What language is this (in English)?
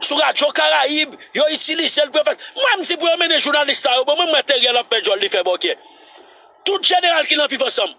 Haitian Creole